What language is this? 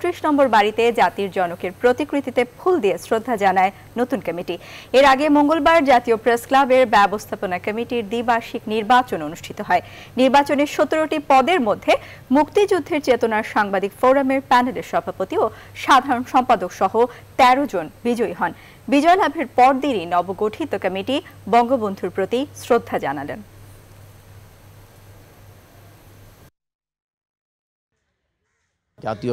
Bangla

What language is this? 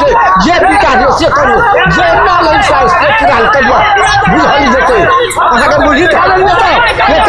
Maithili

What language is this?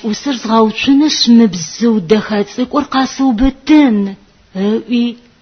Adyghe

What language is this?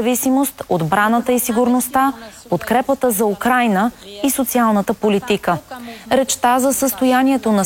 Bulgarian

